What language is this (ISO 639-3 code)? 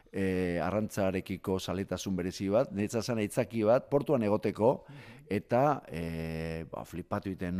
eus